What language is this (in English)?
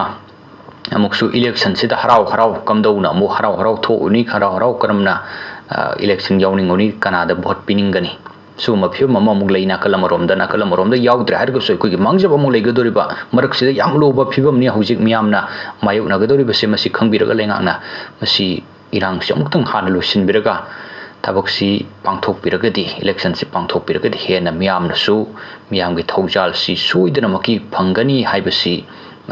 Manipuri